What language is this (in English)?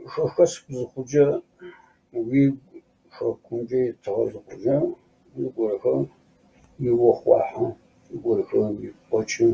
Kabardian